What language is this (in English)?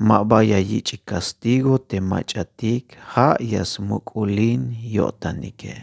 Tzeltal